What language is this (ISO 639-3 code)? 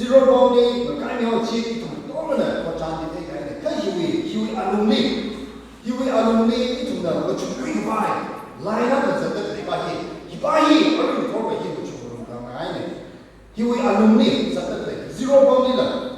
nmf